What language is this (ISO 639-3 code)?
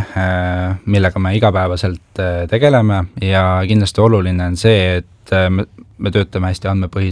est